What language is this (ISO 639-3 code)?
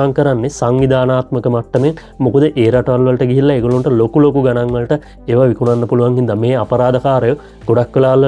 sin